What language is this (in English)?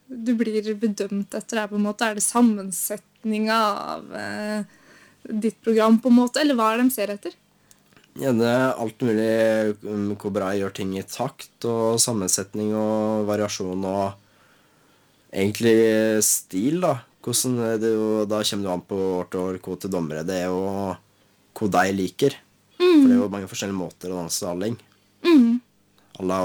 Norwegian